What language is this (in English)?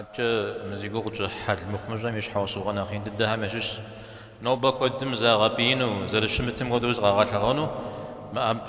Kabardian